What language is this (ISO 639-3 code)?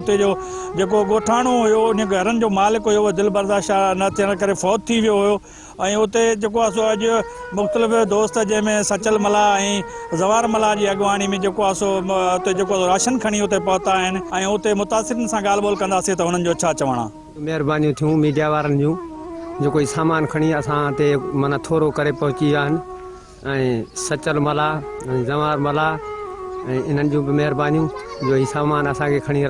snd